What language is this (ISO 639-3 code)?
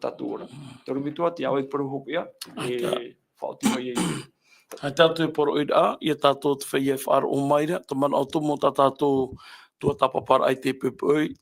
tah